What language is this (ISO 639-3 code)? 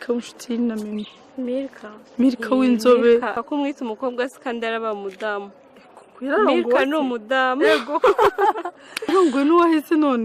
kin